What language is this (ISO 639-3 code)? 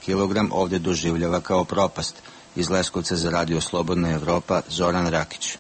srp